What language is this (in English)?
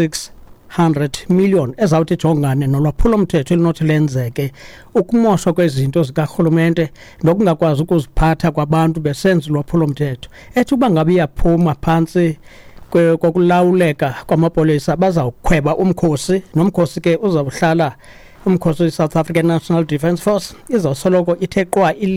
Xhosa